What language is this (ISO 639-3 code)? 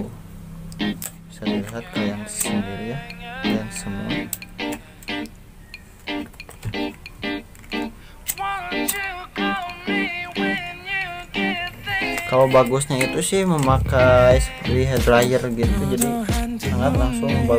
ind